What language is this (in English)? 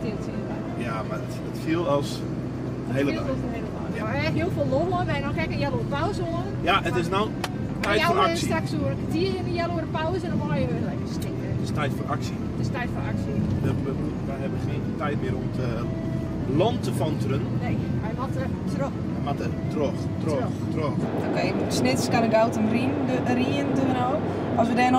Western Frisian